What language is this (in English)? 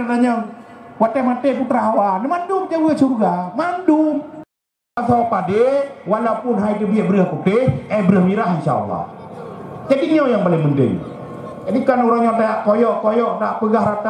Achinese